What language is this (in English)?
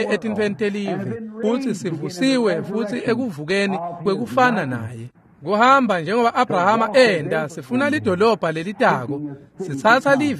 Swati